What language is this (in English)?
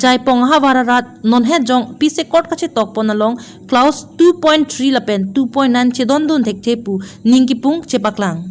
Karbi